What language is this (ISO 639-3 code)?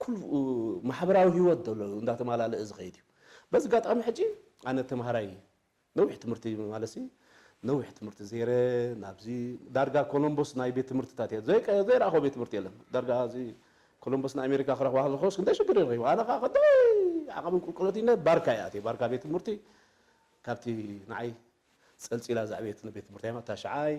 tir